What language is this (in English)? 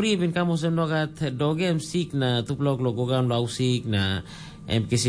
Tok Pisin